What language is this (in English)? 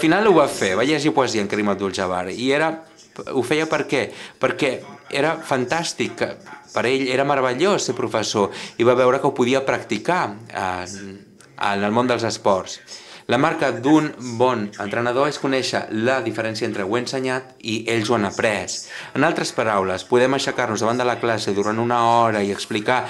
Catalan